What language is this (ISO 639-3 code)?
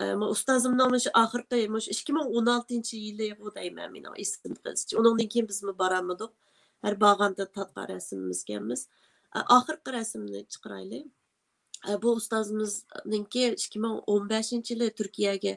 uig